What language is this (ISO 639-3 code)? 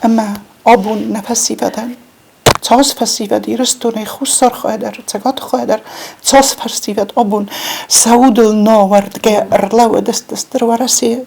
oss